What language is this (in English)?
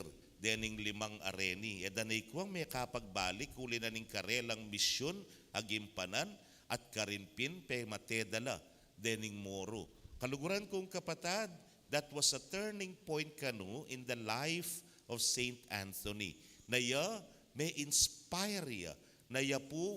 Pampanga